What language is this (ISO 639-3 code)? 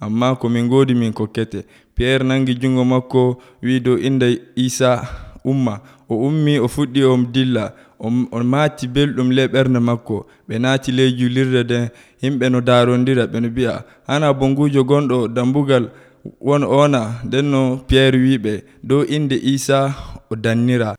fuv